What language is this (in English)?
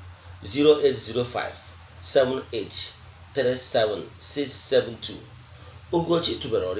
Igbo